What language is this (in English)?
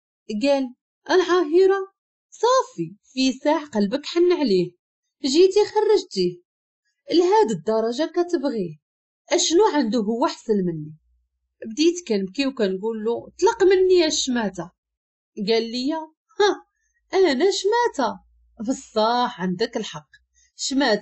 Moroccan Arabic